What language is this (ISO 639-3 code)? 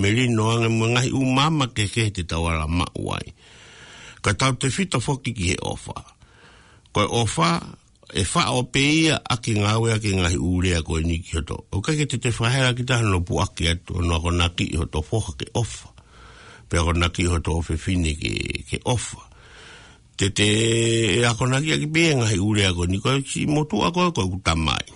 ton